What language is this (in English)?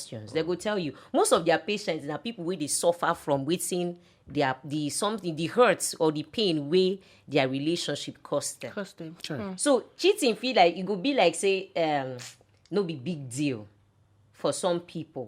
Nigerian Pidgin